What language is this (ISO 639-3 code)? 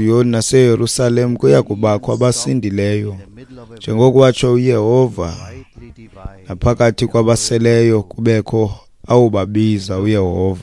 xho